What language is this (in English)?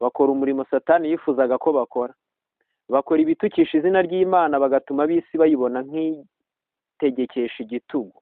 Kinyarwanda